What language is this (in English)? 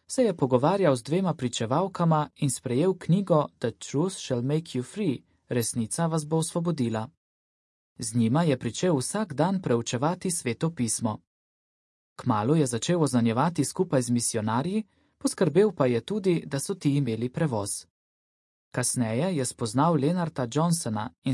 Slovenian